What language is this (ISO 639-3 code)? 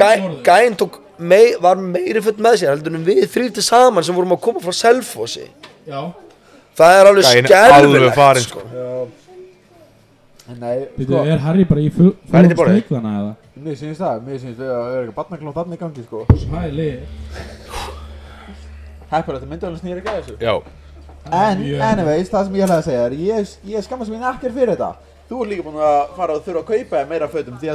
isl